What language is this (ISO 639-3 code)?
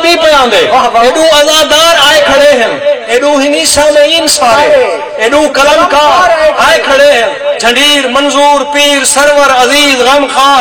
skr